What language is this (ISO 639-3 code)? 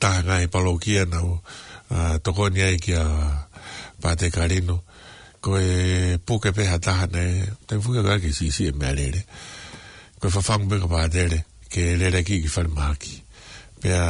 ton